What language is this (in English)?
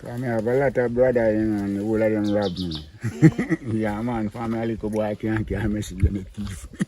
Jamaican Creole English